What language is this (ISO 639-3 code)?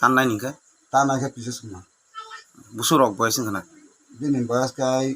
trp